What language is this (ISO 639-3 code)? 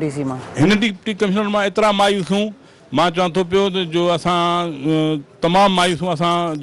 snd